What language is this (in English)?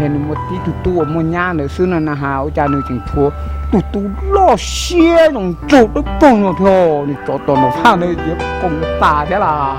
Hmong